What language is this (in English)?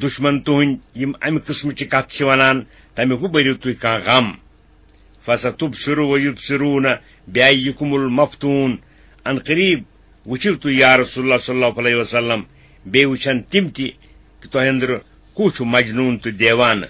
Kashmiri